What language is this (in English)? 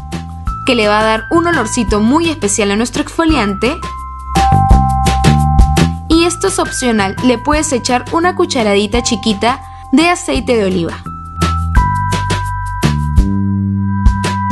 Spanish